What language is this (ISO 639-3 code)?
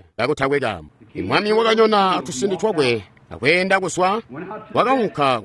toi